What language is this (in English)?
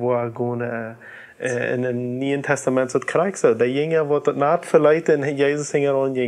Plautdietsch